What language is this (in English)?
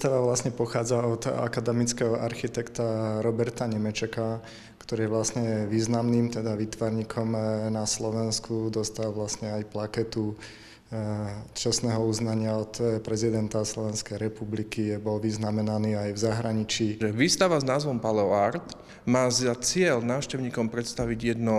Slovak